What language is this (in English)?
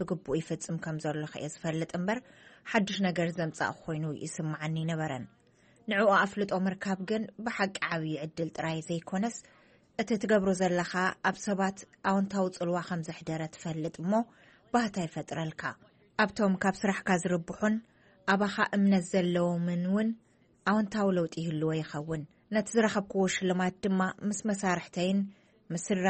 Tigrinya